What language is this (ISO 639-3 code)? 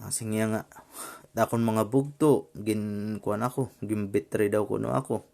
war